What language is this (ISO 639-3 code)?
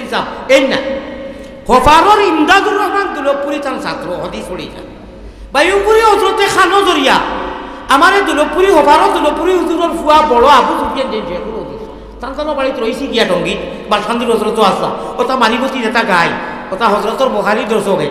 syl